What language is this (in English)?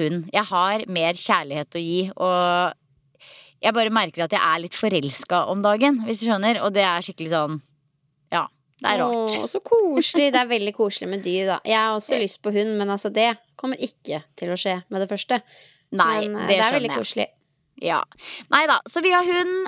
Norwegian